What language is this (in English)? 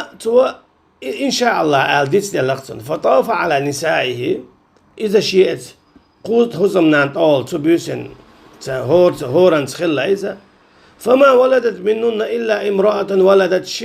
Chechen